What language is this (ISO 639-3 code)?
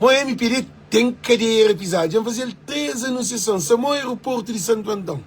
kea